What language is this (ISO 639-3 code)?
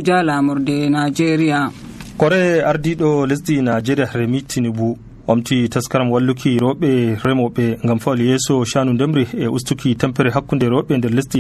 fuv